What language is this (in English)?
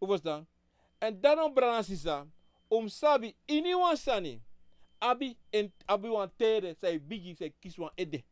Sranan Tongo